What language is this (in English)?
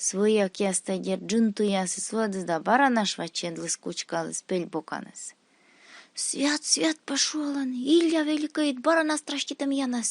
Komi